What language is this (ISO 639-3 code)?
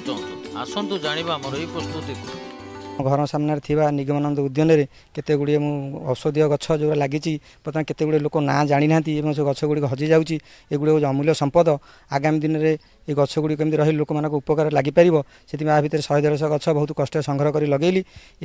ori